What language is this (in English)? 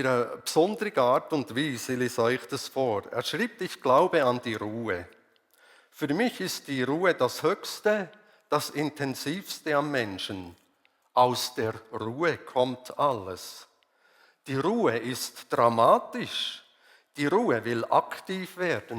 Swiss German